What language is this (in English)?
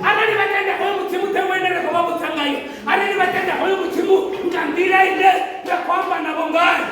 Venda